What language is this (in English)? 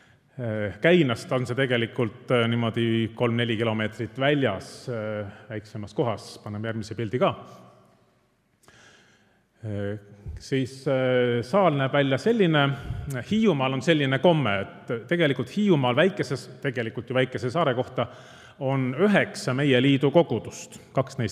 Estonian